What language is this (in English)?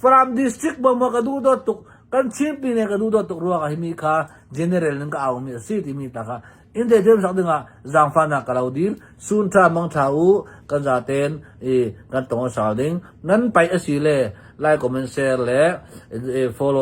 Hakha Chin